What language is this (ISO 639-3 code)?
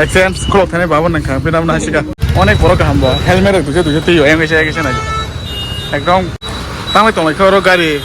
trp